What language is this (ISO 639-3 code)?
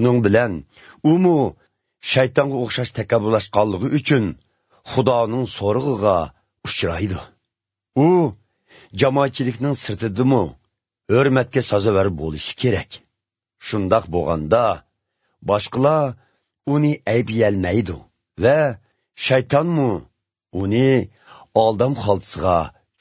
uig